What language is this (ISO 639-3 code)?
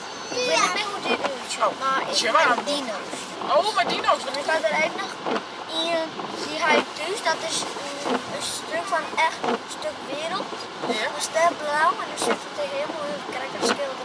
fry